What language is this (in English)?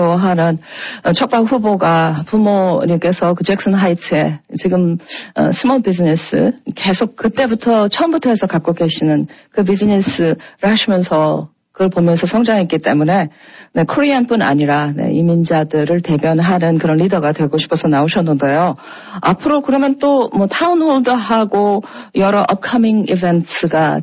Korean